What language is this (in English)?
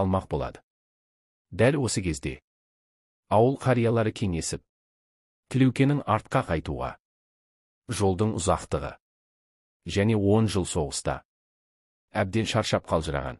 Kazakh